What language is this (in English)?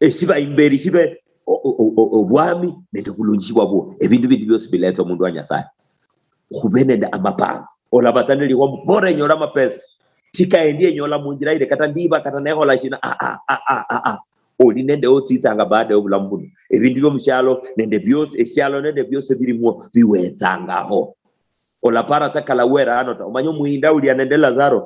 Luyia